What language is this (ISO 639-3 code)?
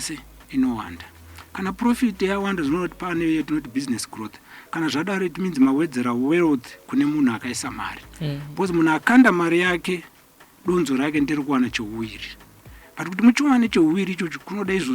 sna